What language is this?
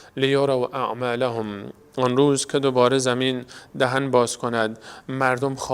Persian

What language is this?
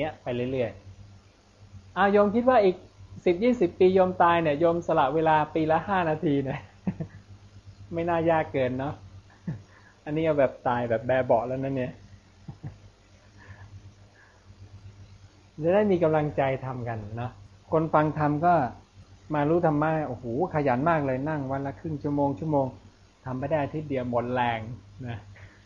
Thai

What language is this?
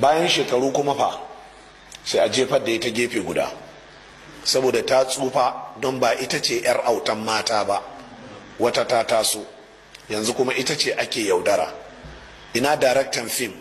Hausa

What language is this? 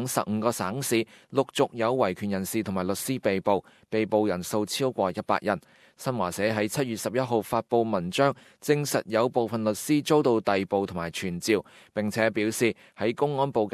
Cantonese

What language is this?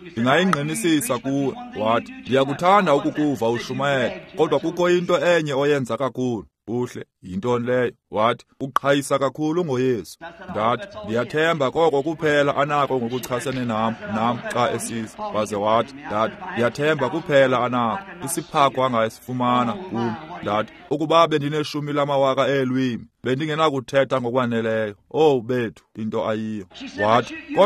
Xhosa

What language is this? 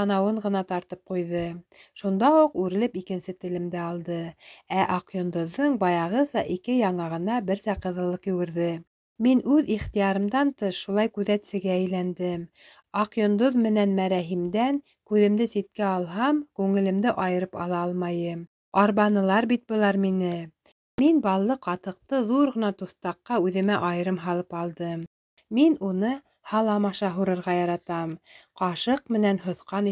Bashkir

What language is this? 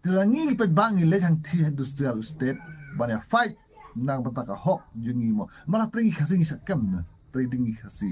Khasi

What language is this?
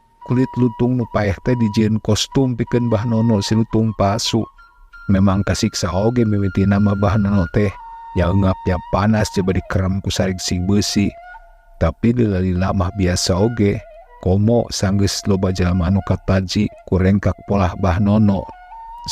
Sundanese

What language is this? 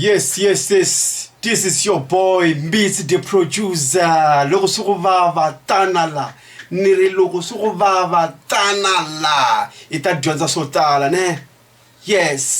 Tsonga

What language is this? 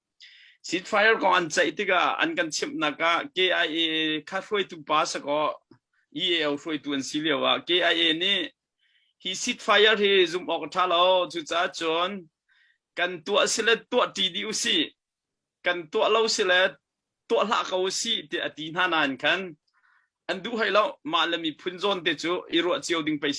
Hakha Chin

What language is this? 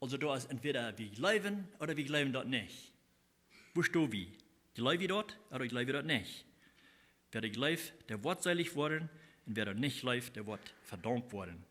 Plautdietsch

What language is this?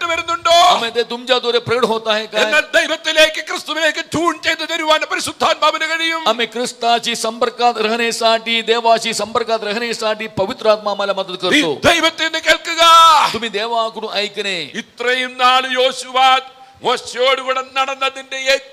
Malayalam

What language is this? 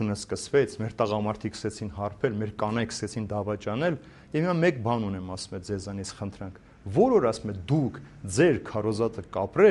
Armenian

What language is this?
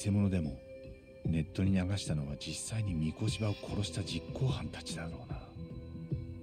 Japanese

